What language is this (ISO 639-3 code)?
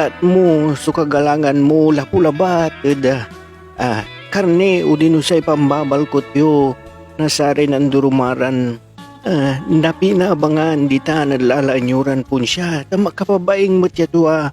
pag